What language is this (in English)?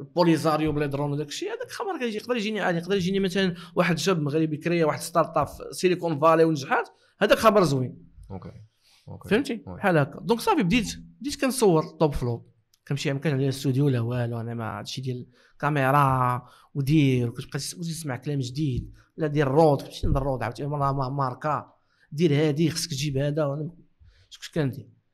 Moroccan Arabic